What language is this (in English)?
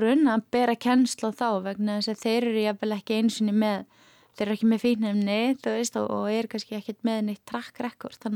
Icelandic